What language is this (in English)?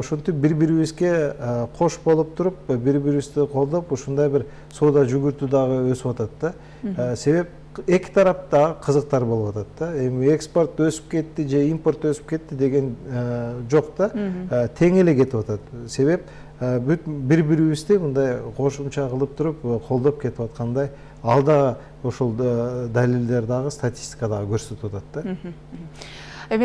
Kyrgyz